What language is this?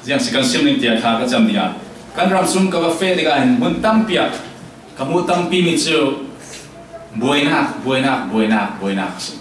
Falam Chin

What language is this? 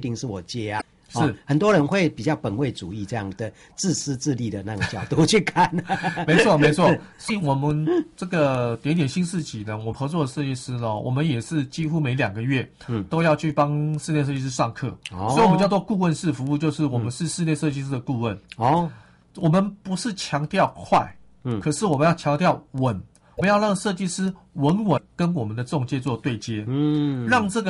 Chinese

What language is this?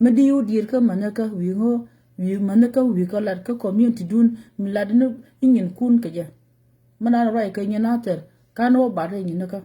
Nuer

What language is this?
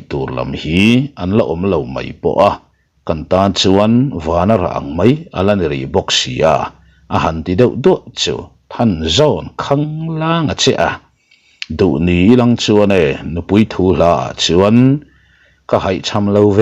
Mizo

